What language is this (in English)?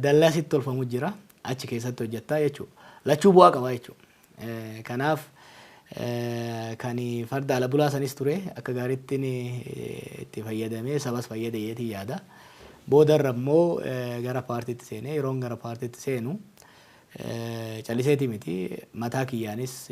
Oromo